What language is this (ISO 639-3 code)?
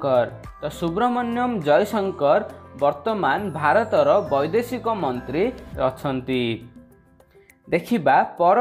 ori